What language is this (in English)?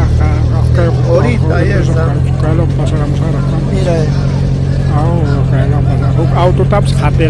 Ayacucho Quechua